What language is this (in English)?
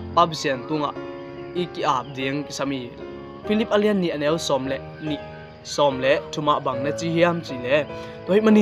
Tedim Chin